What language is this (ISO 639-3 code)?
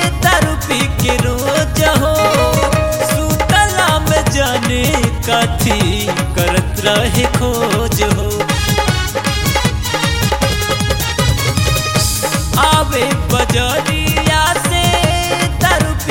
bho